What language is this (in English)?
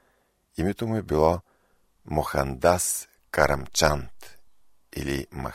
Bulgarian